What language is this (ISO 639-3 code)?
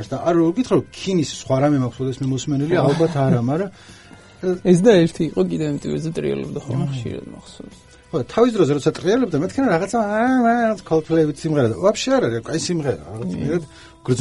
kat